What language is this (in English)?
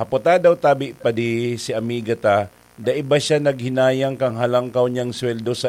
Bikol